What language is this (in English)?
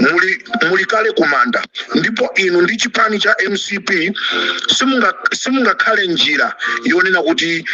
Nyanja